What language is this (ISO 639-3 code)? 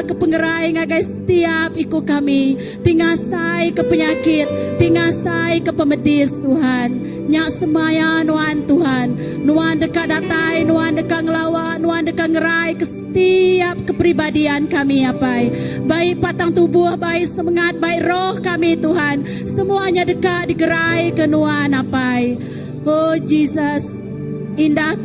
iba